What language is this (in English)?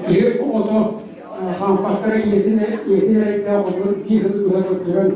Yakut